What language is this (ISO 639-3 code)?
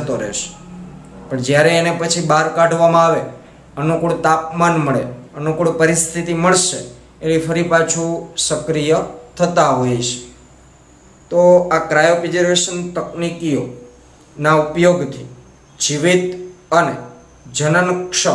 guj